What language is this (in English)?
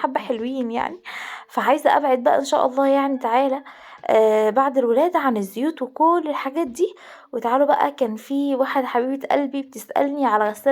Egyptian Arabic